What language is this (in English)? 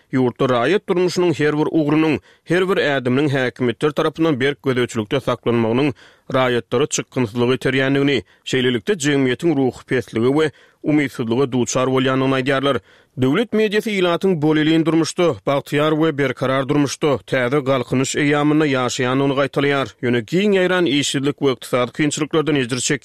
Turkmen